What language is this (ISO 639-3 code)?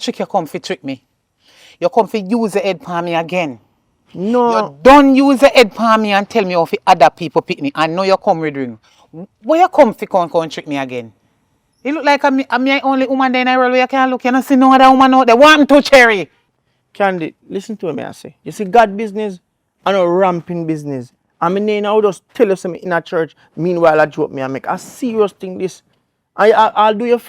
jam